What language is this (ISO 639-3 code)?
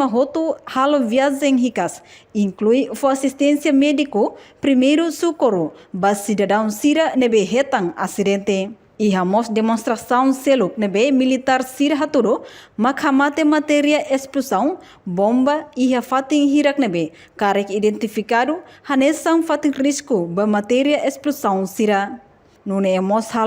tet